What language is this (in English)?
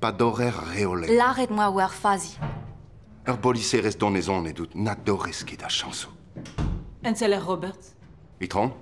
Breton